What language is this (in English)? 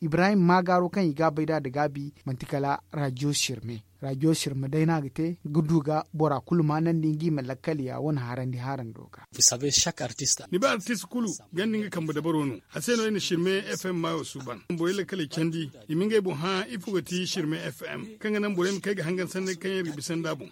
Zarma